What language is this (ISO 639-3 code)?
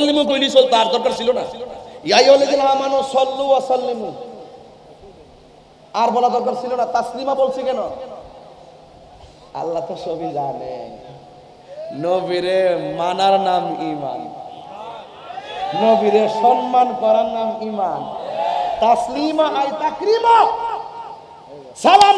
ben